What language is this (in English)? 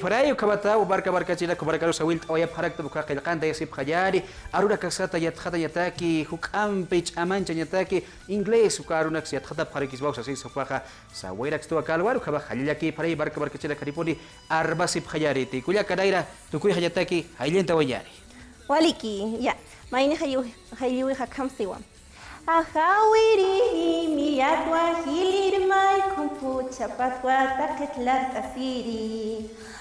Aymara